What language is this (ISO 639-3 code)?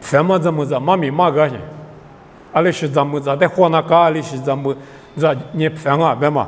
lis